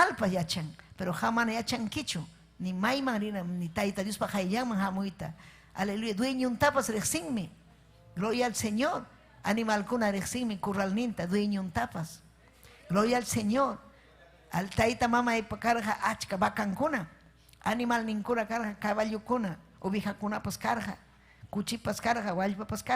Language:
Ayacucho Quechua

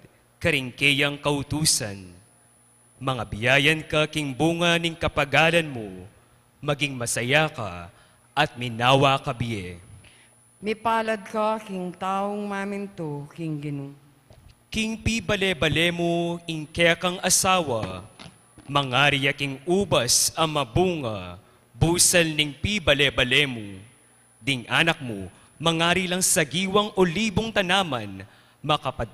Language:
Pampanga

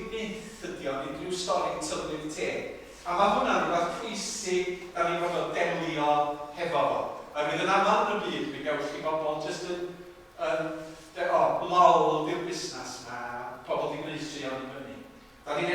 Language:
Welsh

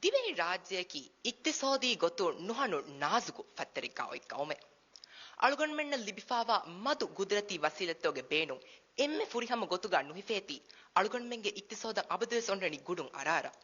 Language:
Divehi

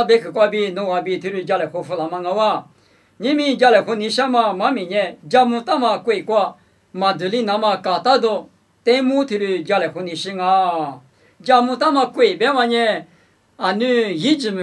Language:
Lisu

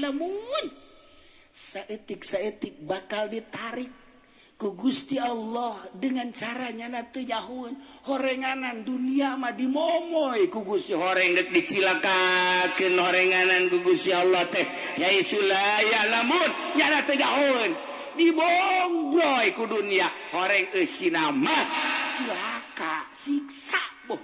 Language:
Sundanese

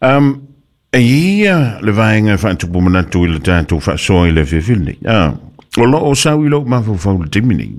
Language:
Samoan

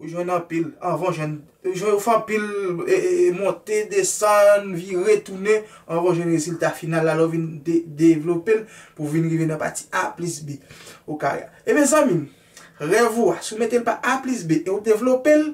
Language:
Haitian Creole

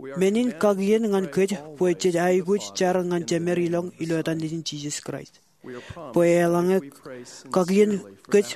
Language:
Marshallese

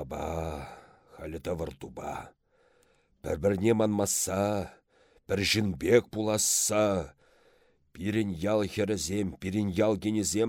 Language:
Chuvash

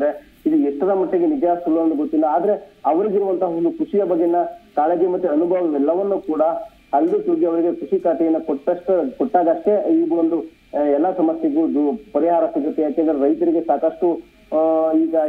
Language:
Kannada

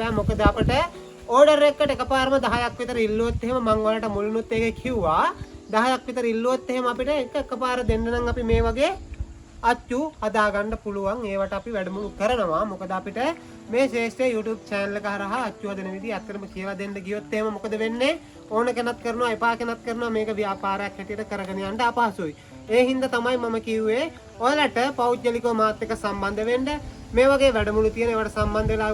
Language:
Sinhala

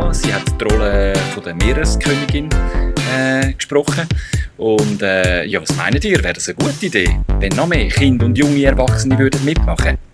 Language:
Swiss German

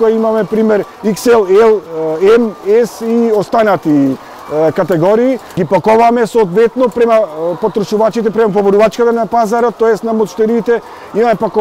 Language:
Macedonian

